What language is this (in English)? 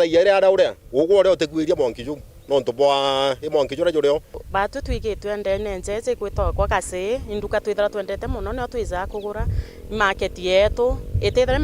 Meru